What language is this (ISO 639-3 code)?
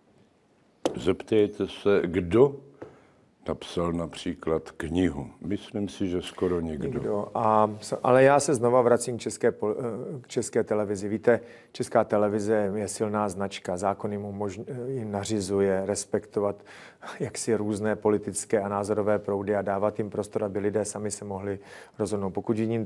ces